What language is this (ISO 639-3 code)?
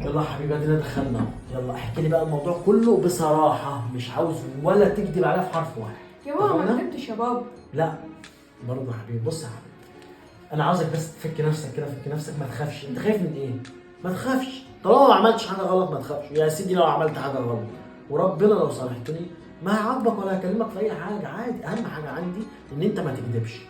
arz